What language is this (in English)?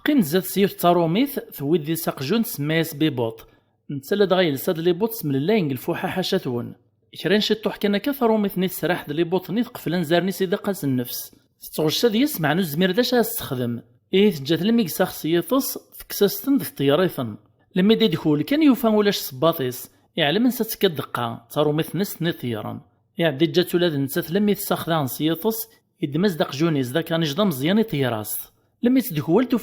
Kabyle